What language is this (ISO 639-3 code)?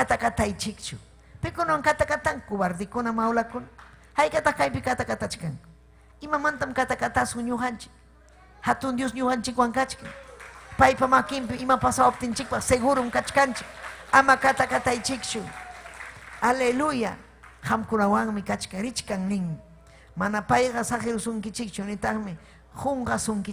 quy